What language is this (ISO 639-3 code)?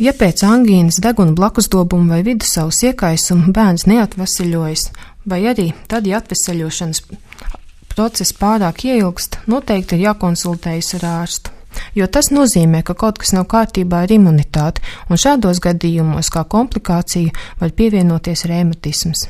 lav